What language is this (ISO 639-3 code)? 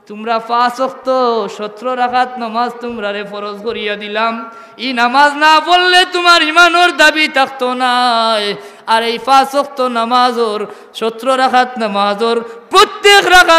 syl